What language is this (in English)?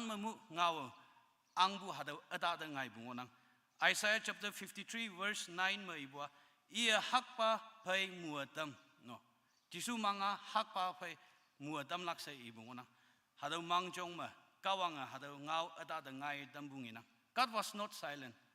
Konyak Naga